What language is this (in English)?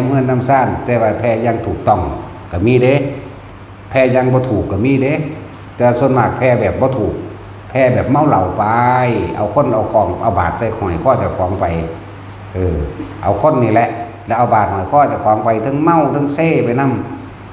Northeastern Thai